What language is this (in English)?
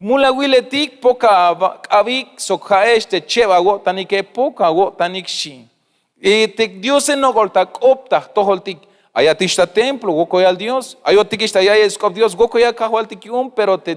Tzeltal